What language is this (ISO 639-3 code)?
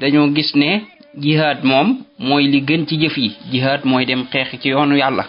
wol